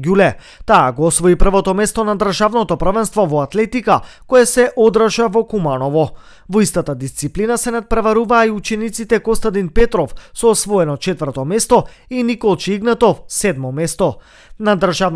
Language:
Macedonian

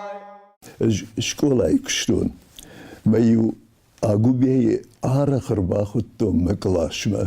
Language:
Ossetic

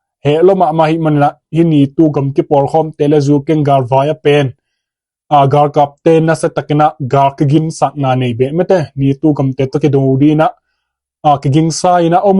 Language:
Tedim Chin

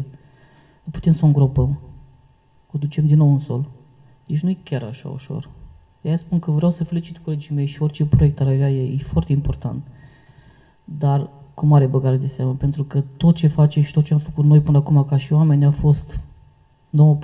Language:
Romanian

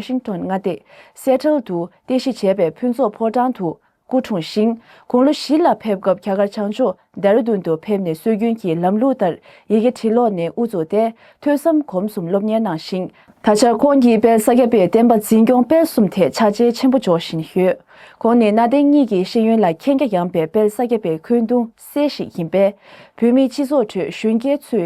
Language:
Tibetan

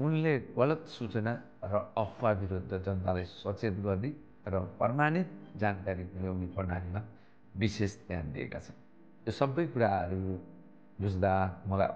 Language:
Nepali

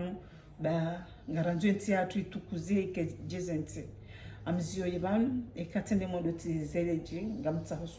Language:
Ngazidja Comorian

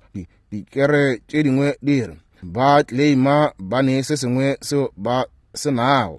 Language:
Northern Sotho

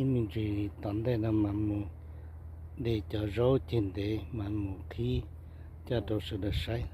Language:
Hmong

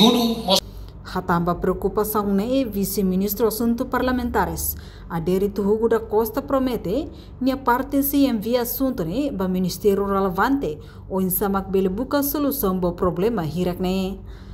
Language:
Tetum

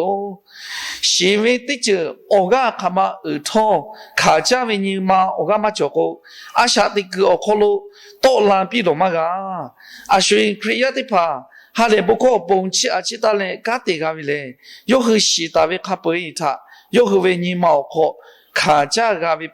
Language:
Lahu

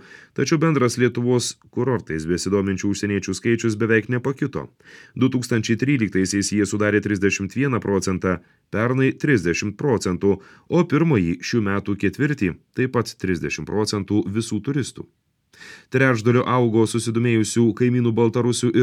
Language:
Lithuanian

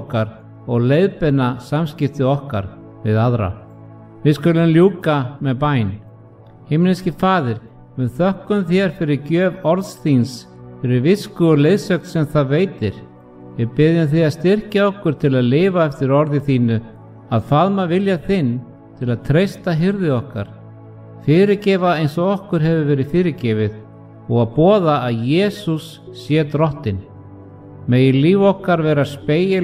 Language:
Icelandic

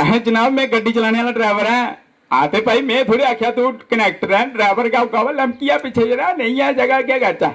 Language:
Dogri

